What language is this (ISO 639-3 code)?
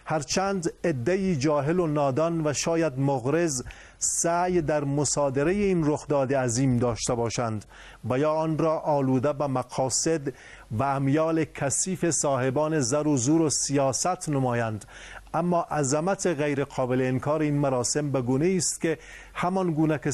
fas